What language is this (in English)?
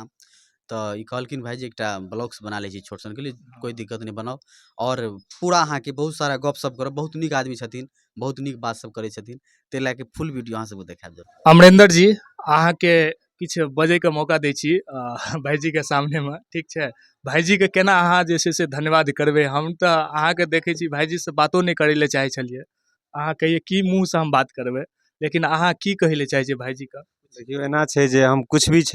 Maithili